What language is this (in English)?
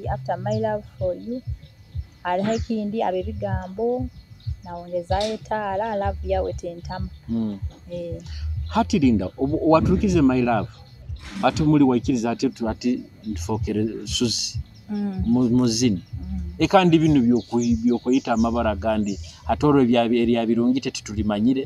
Nyoro